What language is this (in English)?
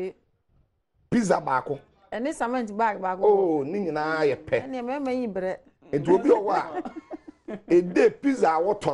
Akan